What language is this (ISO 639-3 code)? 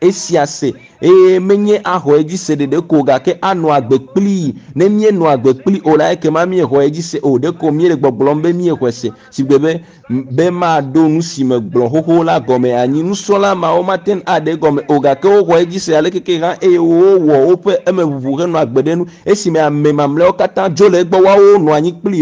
ewe